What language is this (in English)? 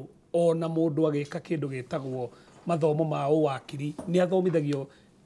Kikuyu